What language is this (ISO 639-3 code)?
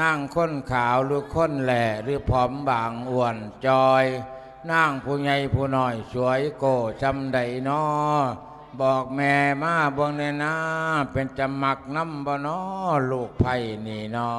lao